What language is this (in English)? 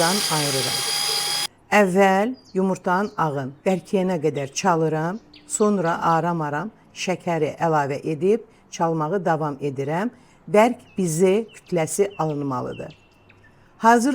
Azerbaijani